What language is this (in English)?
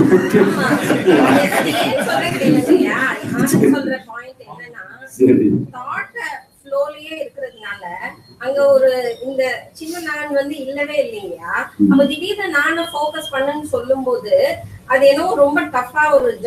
Tamil